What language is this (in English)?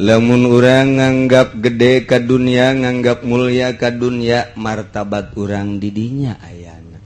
Sundanese